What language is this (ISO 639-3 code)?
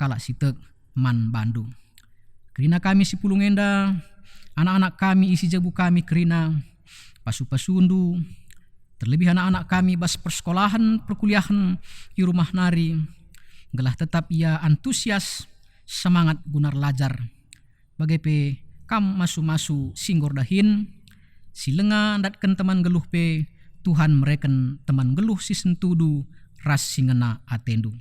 btx